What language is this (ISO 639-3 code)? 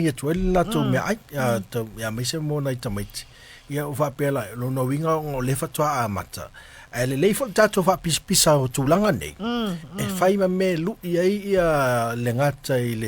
smo